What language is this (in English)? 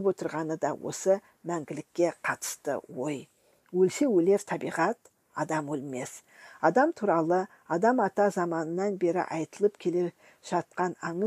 Kazakh